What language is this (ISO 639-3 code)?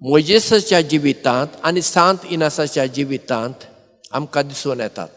kok